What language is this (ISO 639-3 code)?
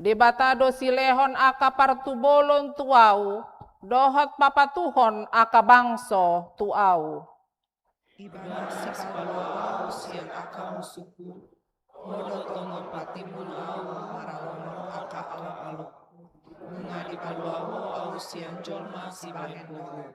bbc